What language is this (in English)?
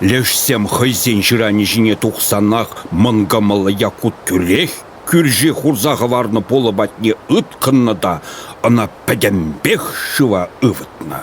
Chuvash